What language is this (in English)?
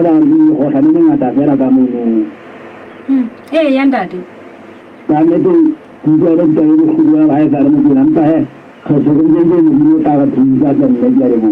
Southern Sotho